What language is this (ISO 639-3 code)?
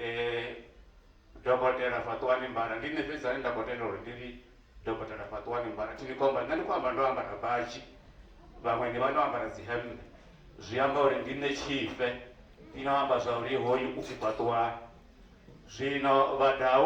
ven